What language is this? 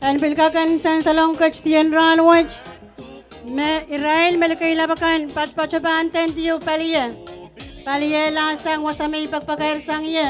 Pohnpeian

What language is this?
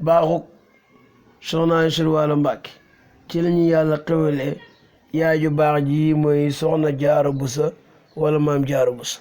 Wolof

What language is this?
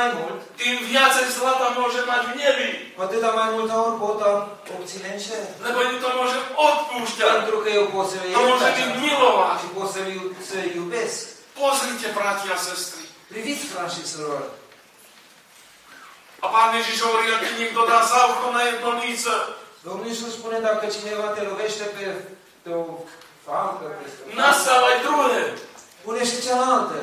Slovak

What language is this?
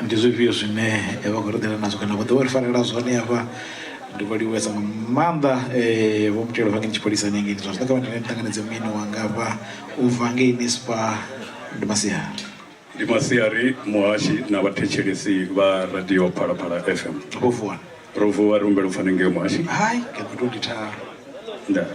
Venda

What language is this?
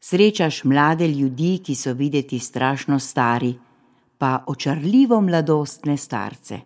Slovenian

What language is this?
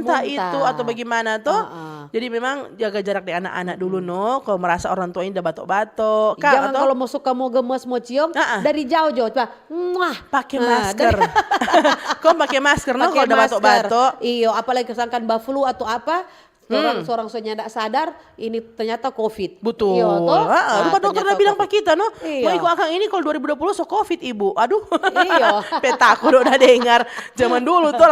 Manado Malay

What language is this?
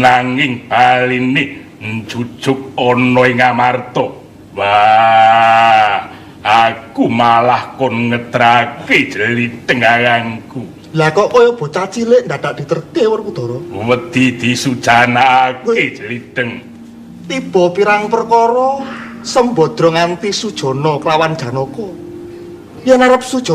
Javanese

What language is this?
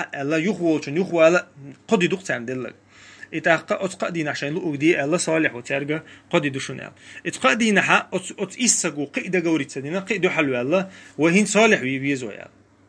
Chechen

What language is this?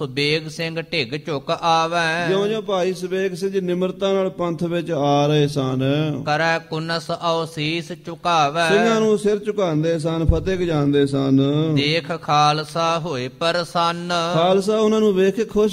Punjabi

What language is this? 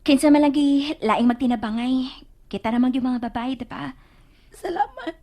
Cebuano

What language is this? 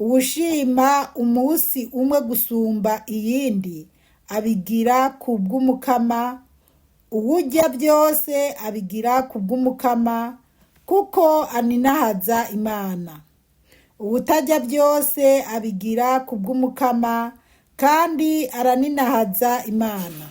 Rundi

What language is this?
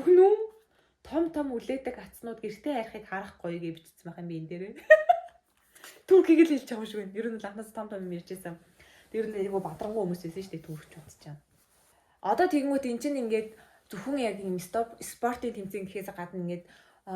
Mongolian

